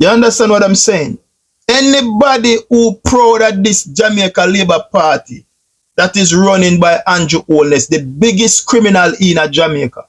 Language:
Jamaican Creole English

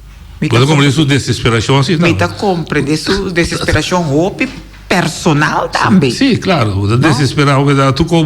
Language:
Papiamento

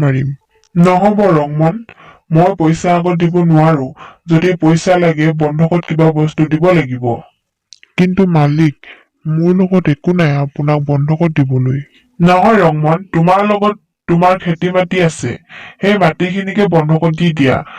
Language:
Assamese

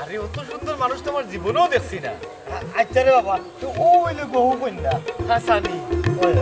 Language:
Sylheti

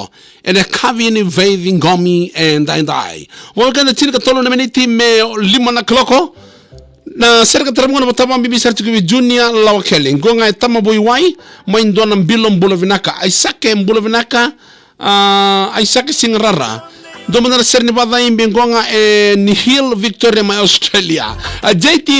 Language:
Fijian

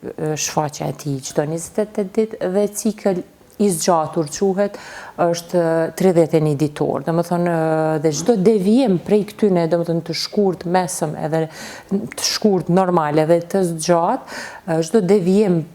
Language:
Albanian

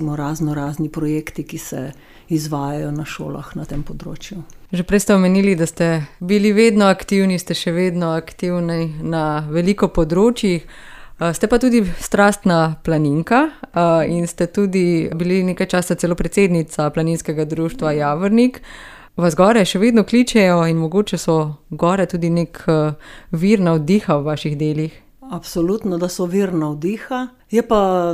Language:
Slovenian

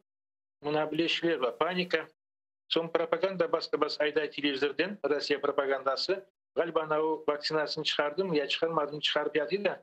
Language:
Crimean Tatar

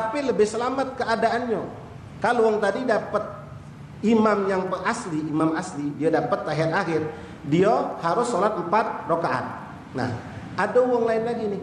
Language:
Musi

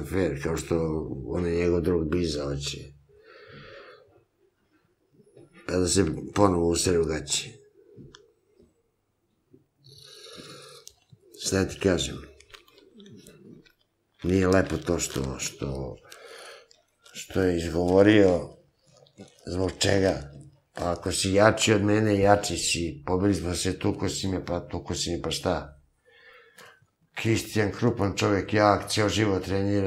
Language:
Serbian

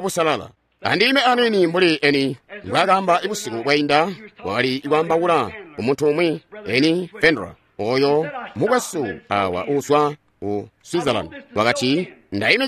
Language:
Tonga (Zambia)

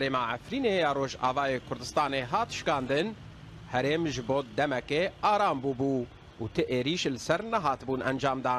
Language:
Kurdish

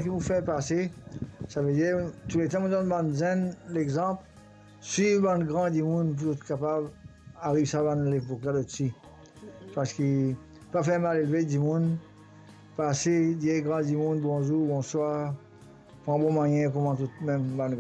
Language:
Morisyen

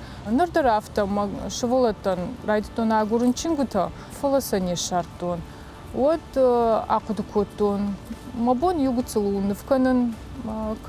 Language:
Ossetic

